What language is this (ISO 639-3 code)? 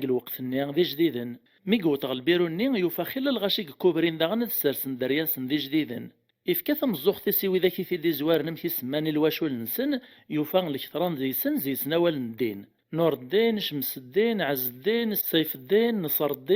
kab